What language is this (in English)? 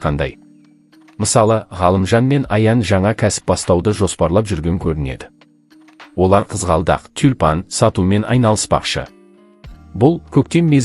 Kazakh